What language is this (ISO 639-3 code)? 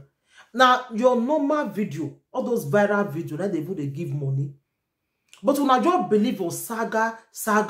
pcm